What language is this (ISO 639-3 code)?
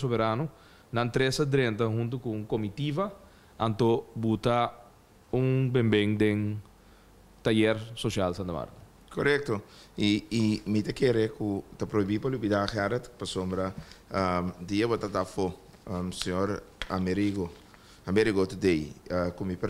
pap